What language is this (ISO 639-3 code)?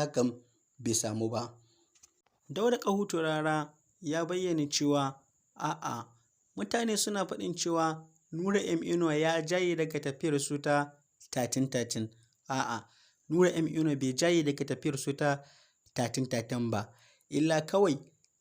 hau